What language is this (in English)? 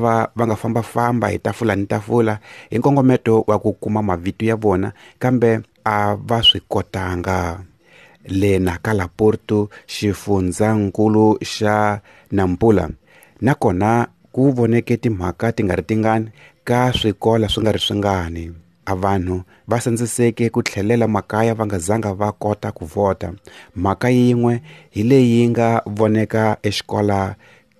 Tsonga